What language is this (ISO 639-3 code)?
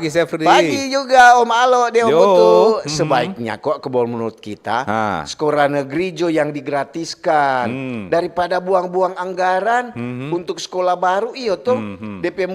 xmm